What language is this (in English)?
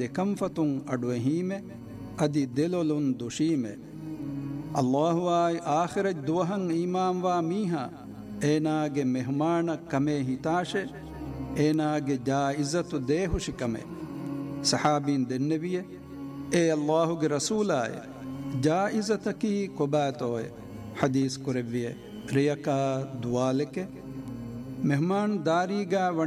Divehi